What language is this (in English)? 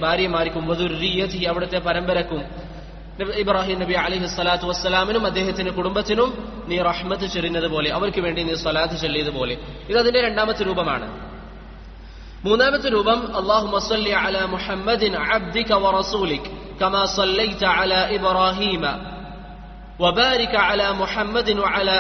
Malayalam